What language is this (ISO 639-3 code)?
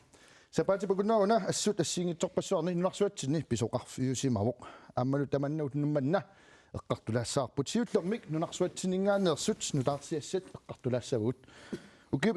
kal